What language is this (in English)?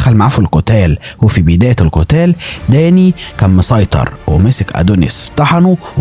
Egyptian Arabic